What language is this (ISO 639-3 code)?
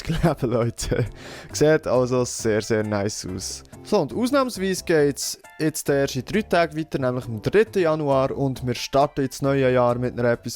gsw